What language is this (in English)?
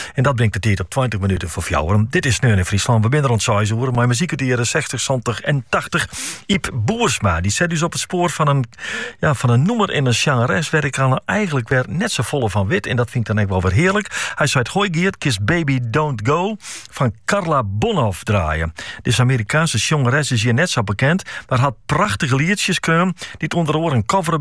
Dutch